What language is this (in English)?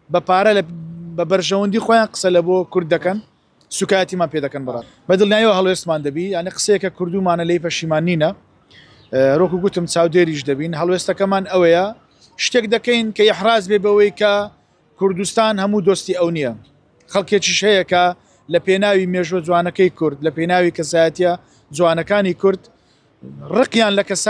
Central Kurdish